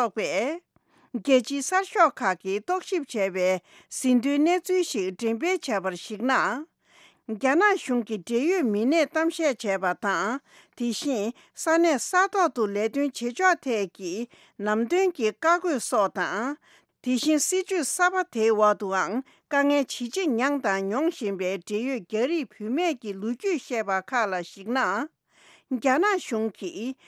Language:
Tibetan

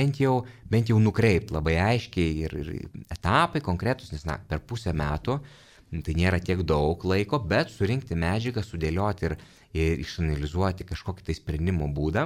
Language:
Lithuanian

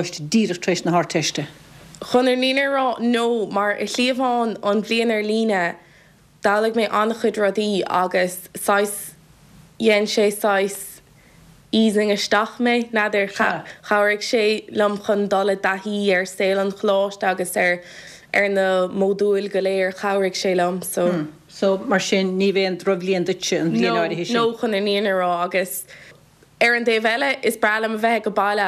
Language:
Irish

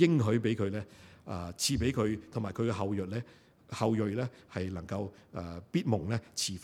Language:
Cantonese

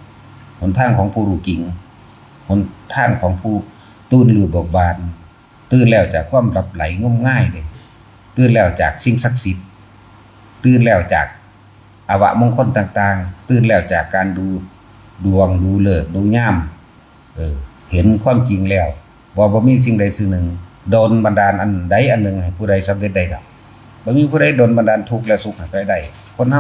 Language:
Northeastern Thai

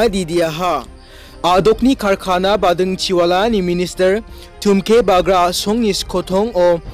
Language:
Garo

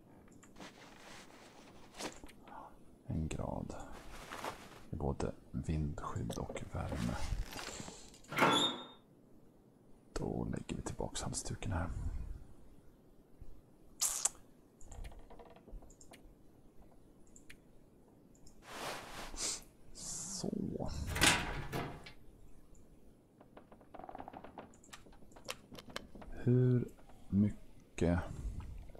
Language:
Swedish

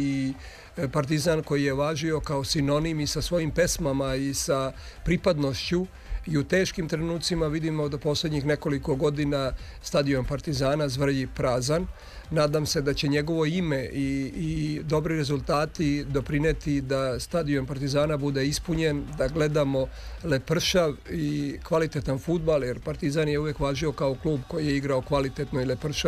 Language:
Serbian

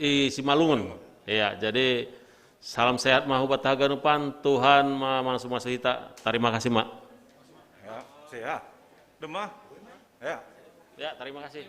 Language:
Batak Simalungun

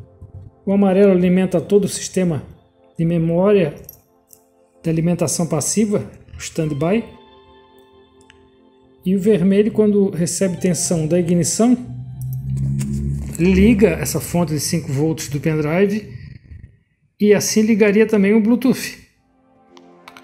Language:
Portuguese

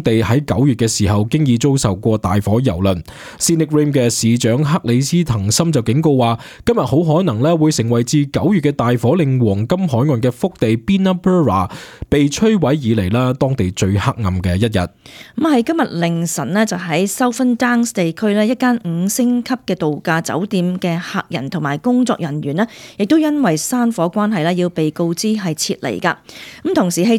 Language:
Cantonese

